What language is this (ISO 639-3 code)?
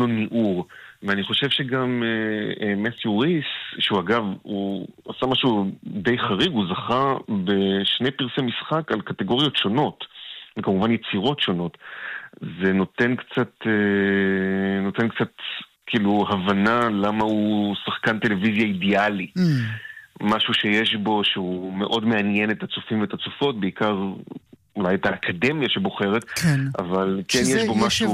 heb